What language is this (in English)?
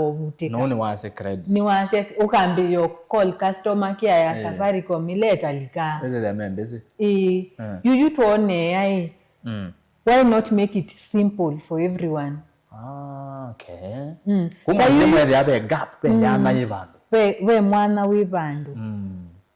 Kamba